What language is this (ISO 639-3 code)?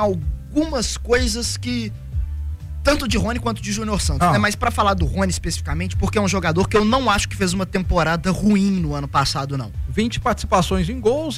por